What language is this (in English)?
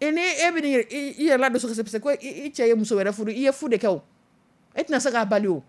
Dyula